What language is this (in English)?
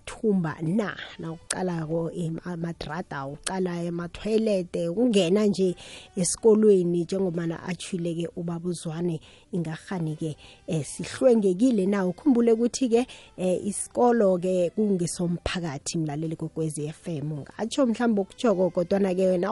South Ndebele